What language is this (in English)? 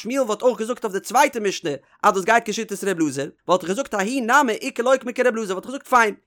Yiddish